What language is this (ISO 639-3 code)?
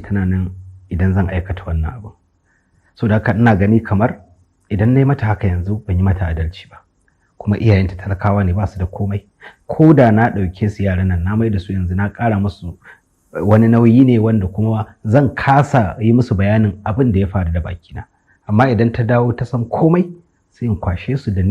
hau